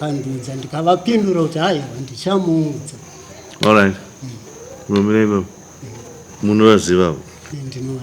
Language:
Shona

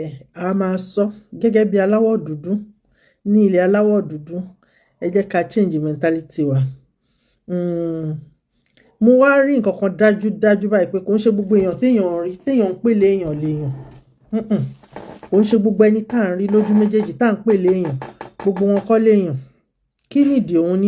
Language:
Yoruba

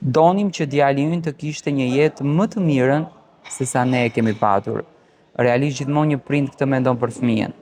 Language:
Albanian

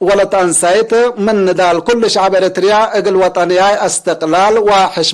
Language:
Tigre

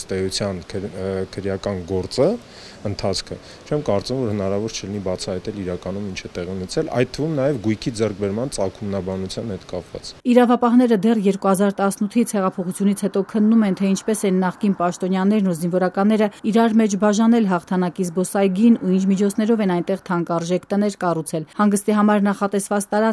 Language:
Armenian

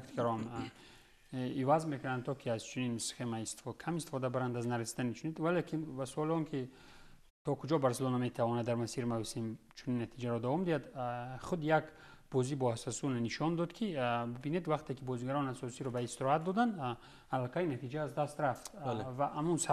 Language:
Tajik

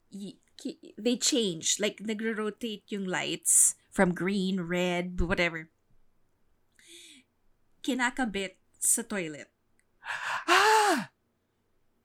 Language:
Filipino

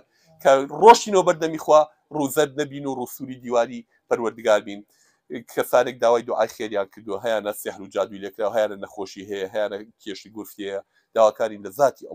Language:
Central Kurdish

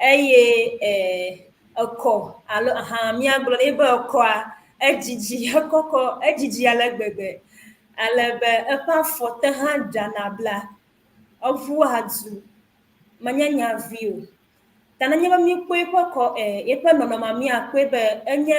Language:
Ewe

